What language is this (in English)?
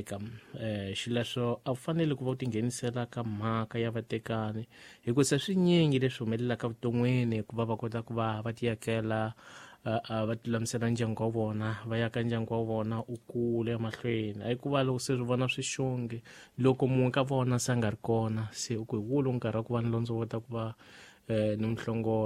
Tsonga